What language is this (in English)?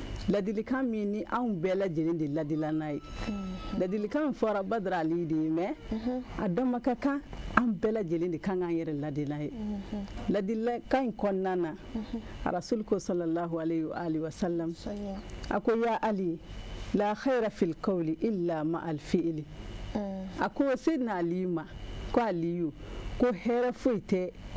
Bambara